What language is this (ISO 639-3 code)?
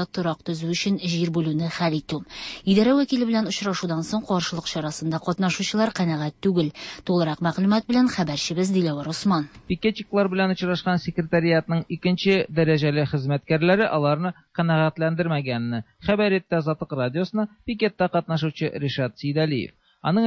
tat